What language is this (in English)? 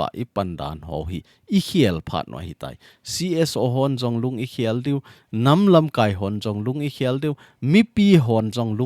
Thado Chin